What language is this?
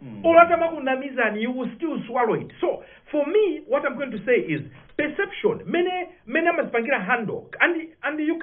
Nyanja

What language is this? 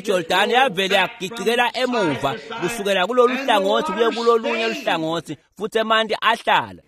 Swati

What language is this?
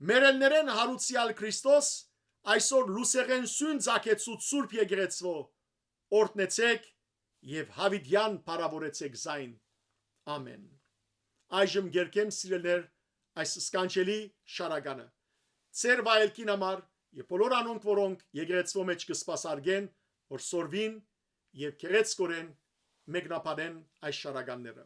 Western Armenian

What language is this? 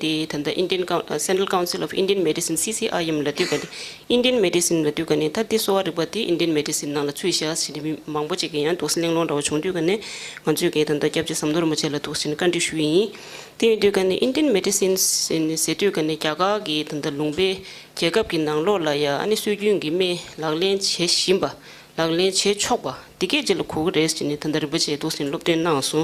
Tibetan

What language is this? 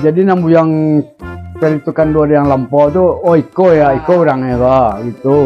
Minangkabau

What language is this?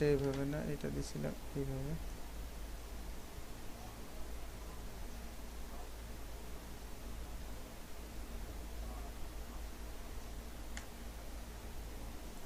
Bangla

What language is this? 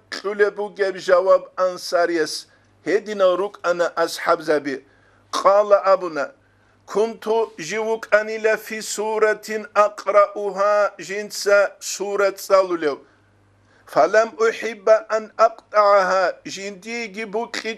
Avaric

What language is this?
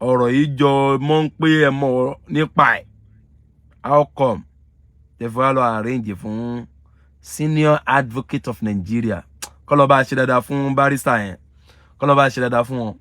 Yoruba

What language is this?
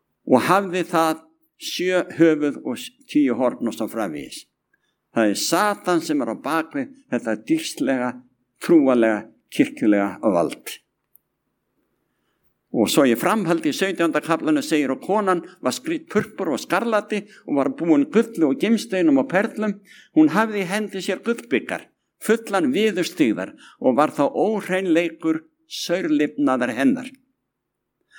Icelandic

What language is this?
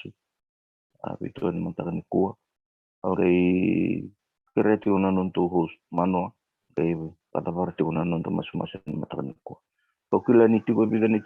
Fijian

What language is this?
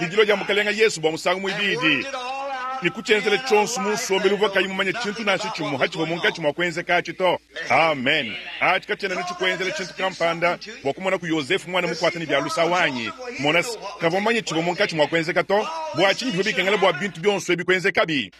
Luba-Lulua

